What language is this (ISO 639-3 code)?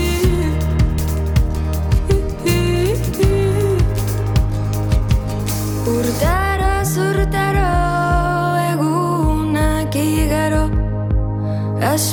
eus